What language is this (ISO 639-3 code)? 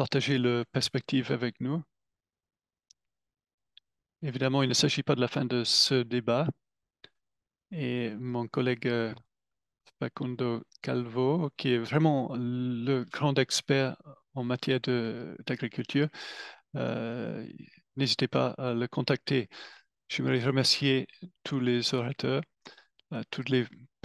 fra